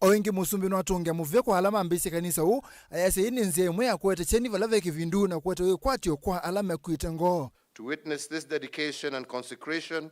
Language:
Kamba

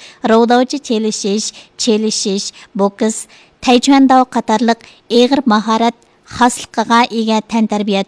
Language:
Uyghur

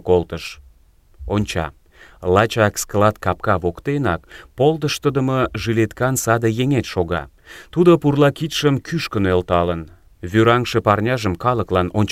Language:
Mari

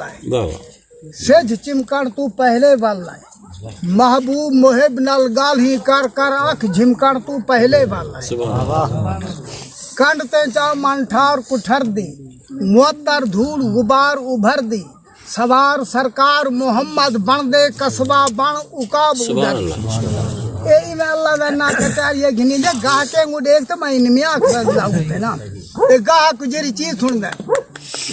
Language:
Saraiki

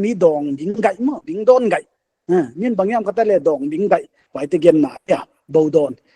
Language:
Paite Chin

